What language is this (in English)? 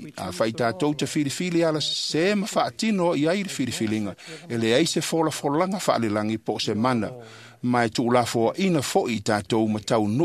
Samoan